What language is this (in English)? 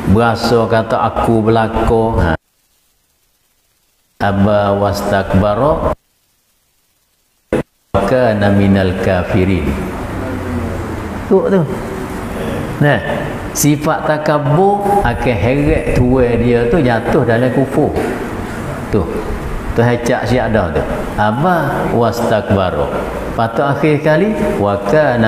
Malay